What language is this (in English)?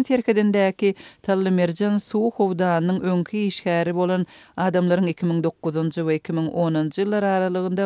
Turkmen